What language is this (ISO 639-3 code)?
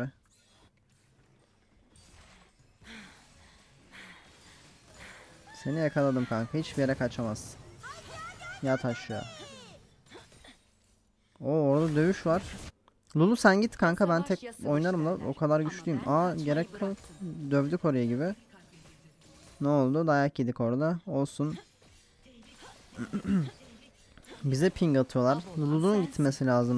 tur